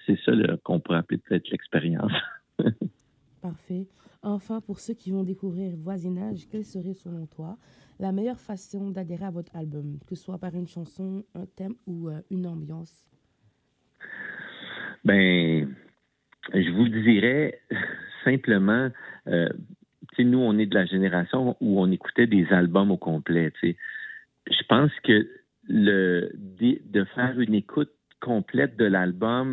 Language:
French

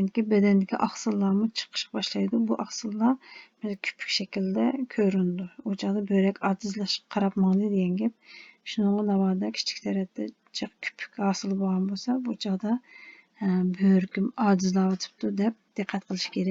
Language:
Uyghur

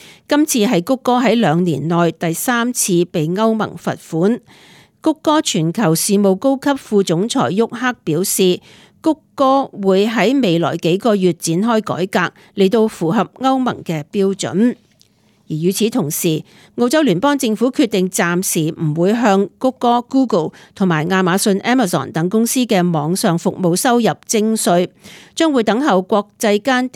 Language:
Cantonese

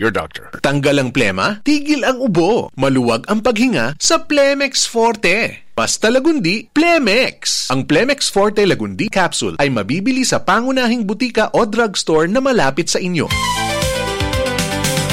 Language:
Filipino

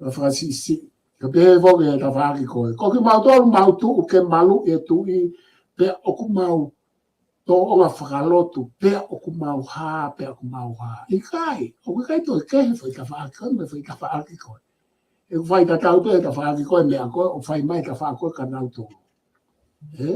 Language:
Tongan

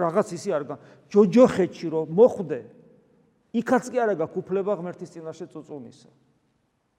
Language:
Georgian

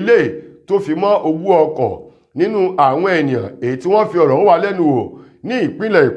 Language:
Yoruba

